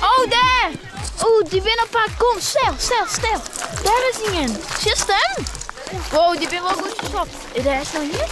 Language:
Western Frisian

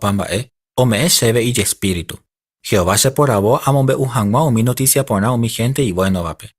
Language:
Guarani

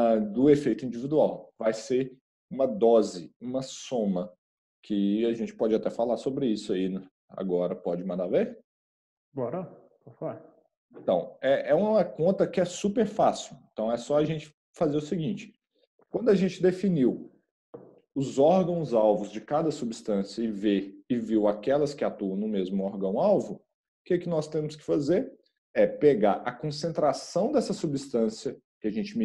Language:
Portuguese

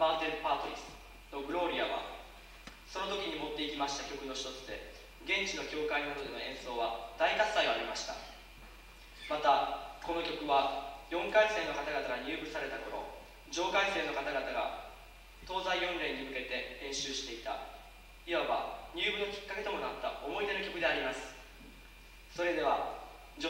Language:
Japanese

